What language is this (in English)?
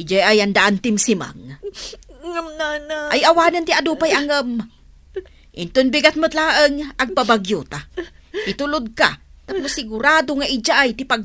Iloko